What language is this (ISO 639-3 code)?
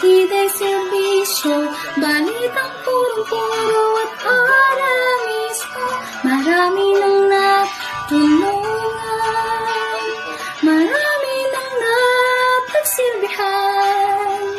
bik